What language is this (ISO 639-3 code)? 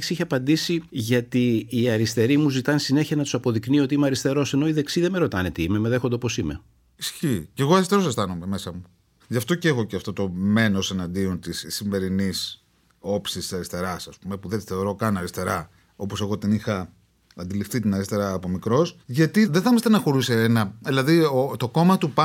ell